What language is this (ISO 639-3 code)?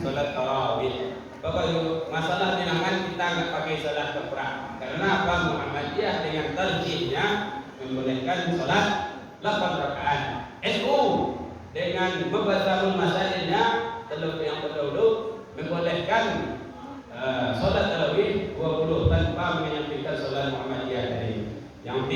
min